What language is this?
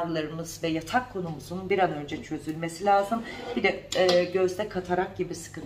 Turkish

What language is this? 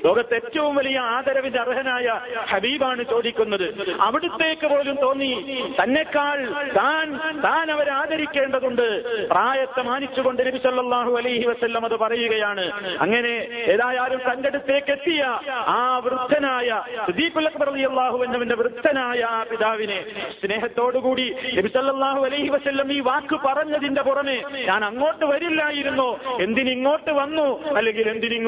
Malayalam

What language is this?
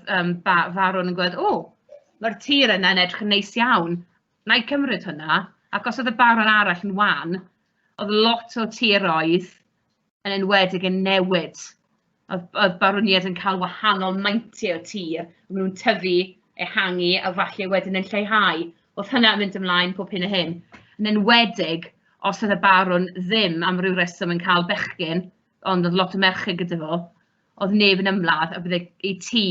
Welsh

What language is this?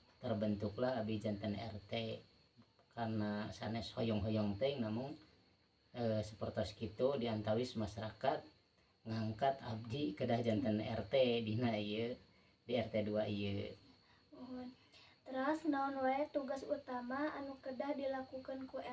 Sundanese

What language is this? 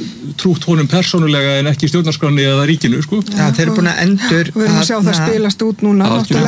Icelandic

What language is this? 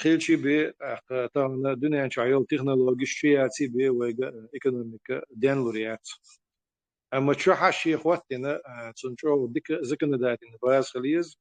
Chechen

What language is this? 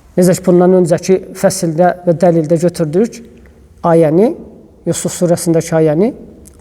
Azerbaijani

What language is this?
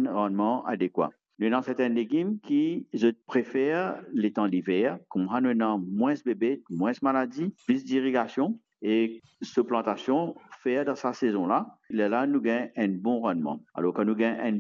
Morisyen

